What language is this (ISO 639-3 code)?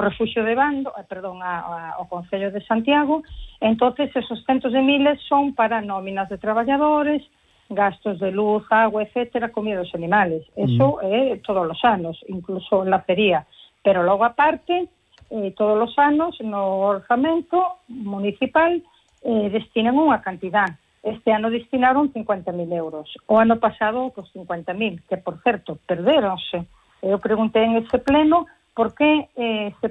glg